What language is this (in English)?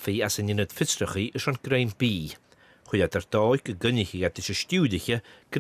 Scottish Gaelic